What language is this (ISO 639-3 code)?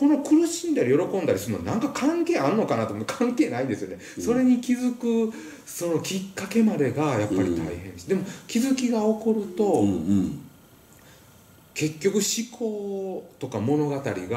jpn